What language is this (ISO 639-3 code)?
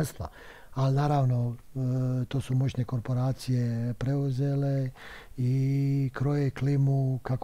bos